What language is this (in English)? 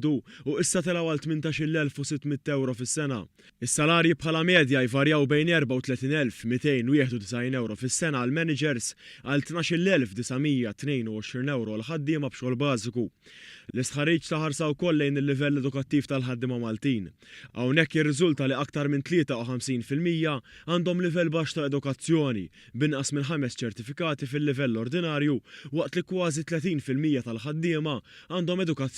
Maltese